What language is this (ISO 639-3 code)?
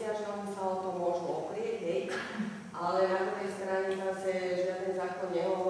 slk